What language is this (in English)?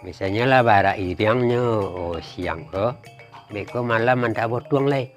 Minangkabau